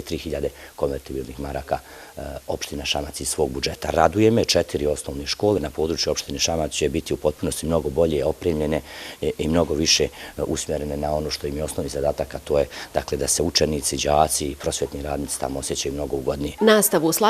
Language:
Bosnian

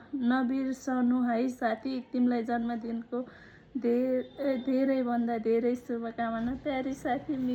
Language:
Nepali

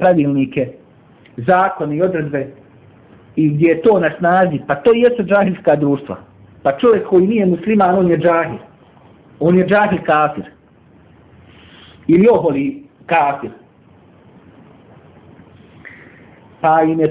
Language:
Bosnian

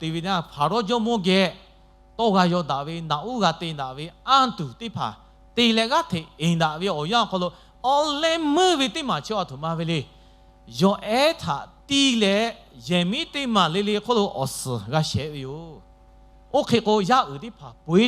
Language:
Lahu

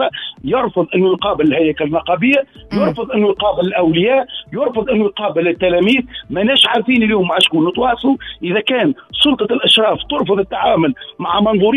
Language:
Tunisian Arabic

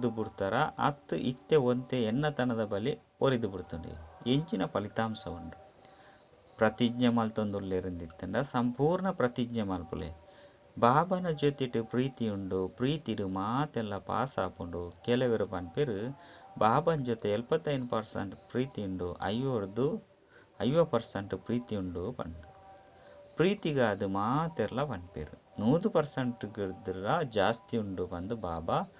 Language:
Tulu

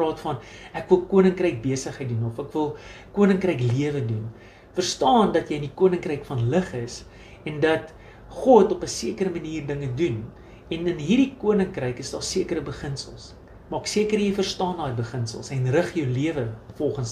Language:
Afrikaans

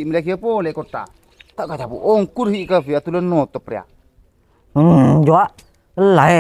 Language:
Madurese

